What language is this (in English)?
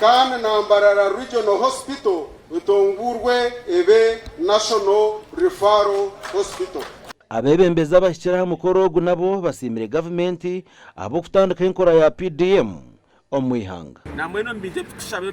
Nyankole